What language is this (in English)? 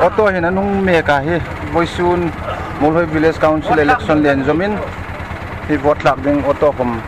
Hmar